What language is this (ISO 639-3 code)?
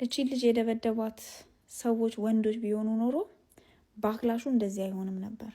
amh